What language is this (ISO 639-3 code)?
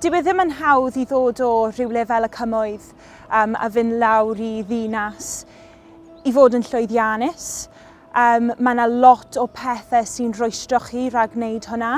cym